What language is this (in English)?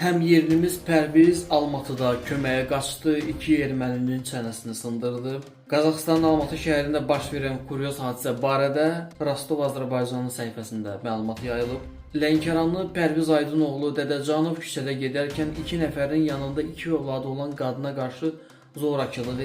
Azerbaijani